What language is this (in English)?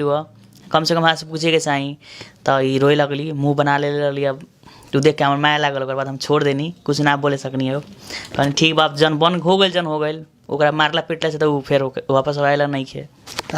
Bhojpuri